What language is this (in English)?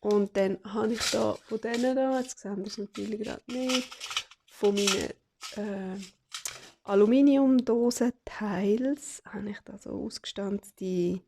Swiss German